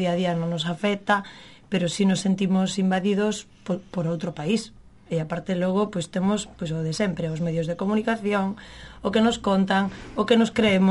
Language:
Galician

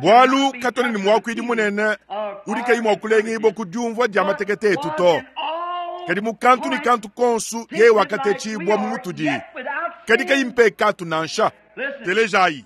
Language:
Luba-Lulua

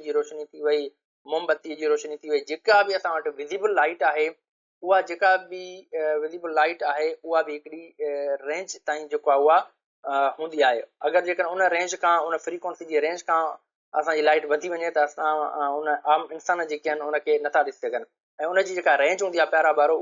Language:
Sindhi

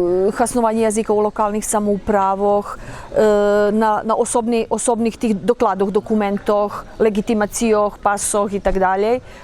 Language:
Rusyn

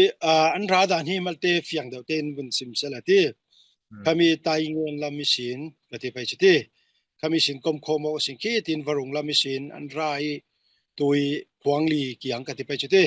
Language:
Falam Chin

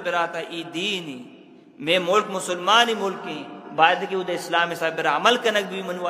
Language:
Eastern Balochi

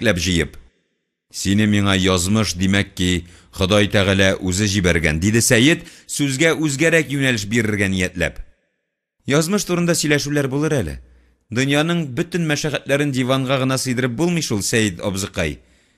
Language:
Tatar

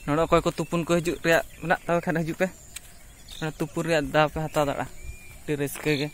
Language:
Santali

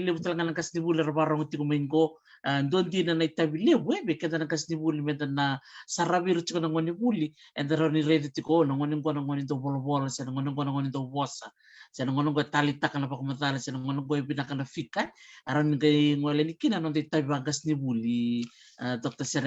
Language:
Fijian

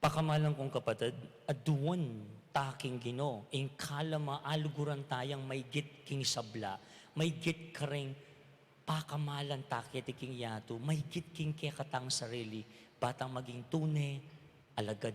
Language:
Pampanga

